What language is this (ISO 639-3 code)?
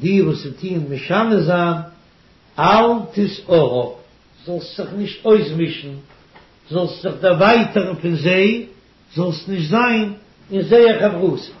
yid